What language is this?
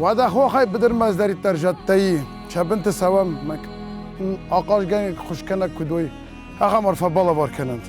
Ossetic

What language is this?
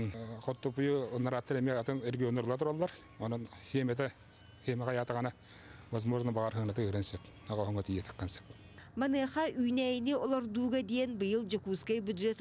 Yakut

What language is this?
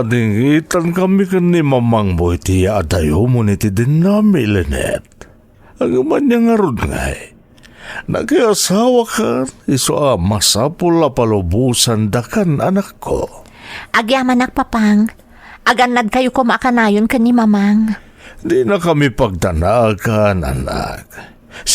Iloko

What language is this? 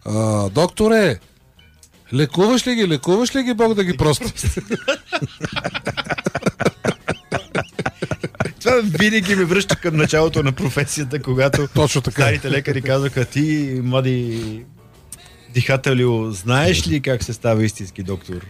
Bulgarian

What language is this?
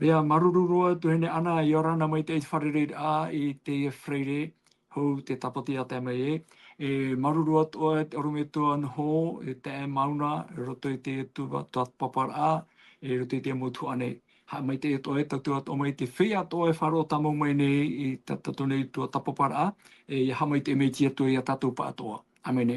Tahitian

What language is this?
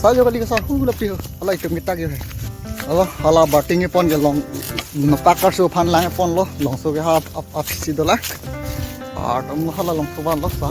Karbi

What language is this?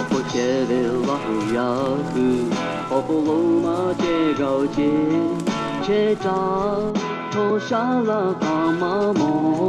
Lahu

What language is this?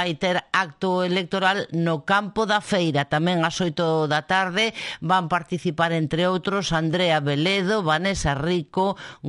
Galician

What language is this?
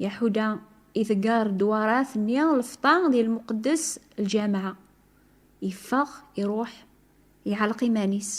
Kabyle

